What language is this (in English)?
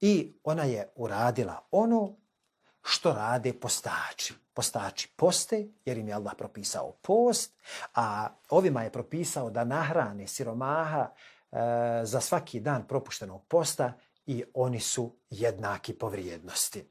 Bosnian